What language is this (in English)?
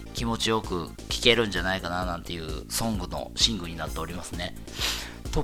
Japanese